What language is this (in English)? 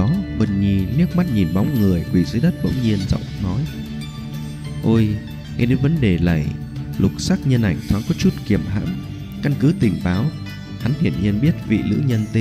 Vietnamese